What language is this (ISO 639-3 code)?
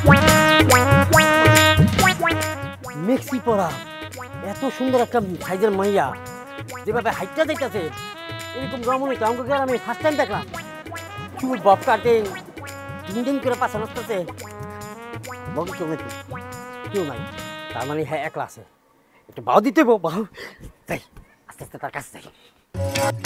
ben